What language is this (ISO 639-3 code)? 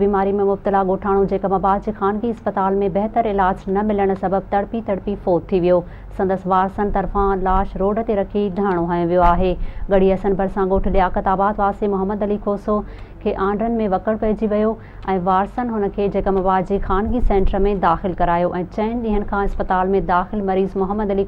snd